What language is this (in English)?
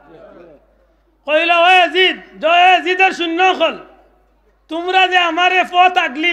Sylheti